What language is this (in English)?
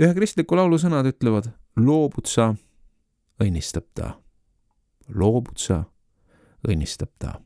Estonian